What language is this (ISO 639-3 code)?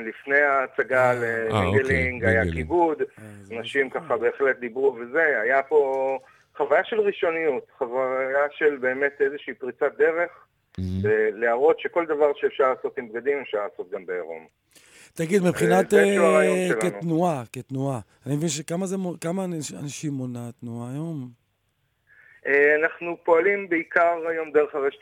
heb